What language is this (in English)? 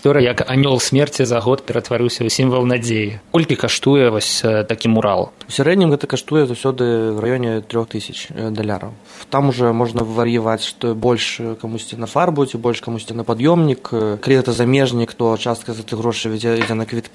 Belarusian